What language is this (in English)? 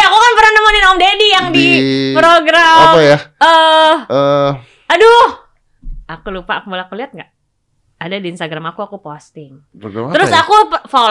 Indonesian